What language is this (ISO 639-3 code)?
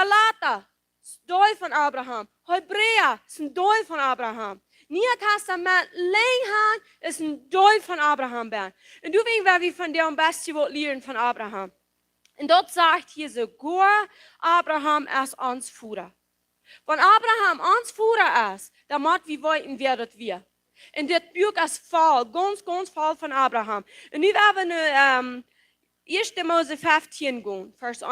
pdt